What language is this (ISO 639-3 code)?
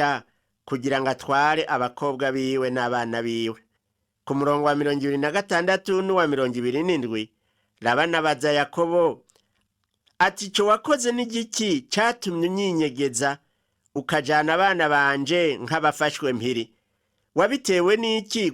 run